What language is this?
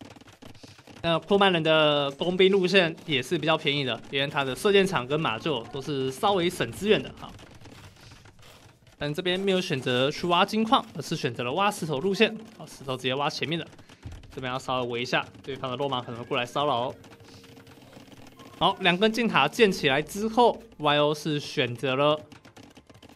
Chinese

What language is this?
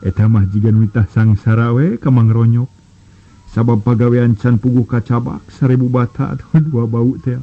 Sundanese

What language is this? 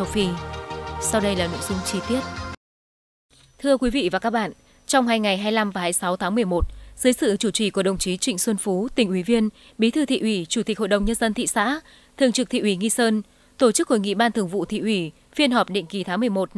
Vietnamese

